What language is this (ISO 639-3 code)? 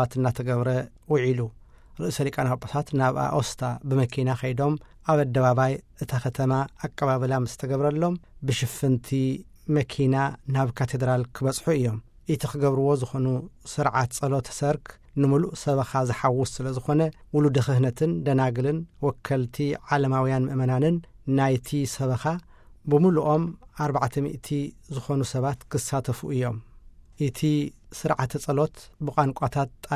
tir